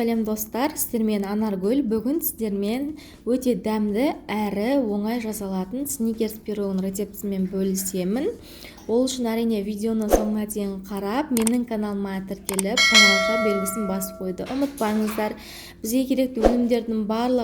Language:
Kazakh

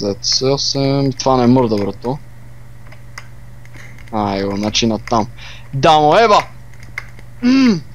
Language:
Bulgarian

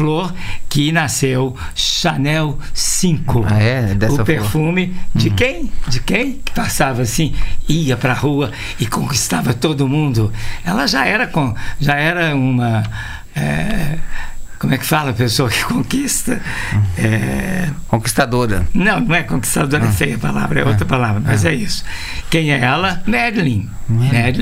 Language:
Portuguese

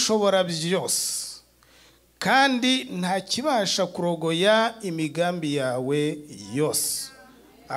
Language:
Kinyarwanda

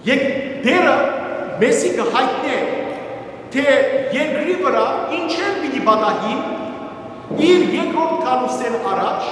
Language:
Western Armenian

